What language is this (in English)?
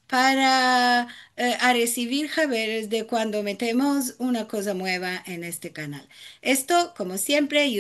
Ladino